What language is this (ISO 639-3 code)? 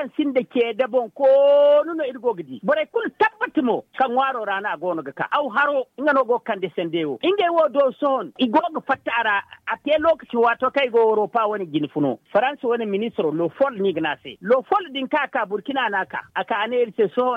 dje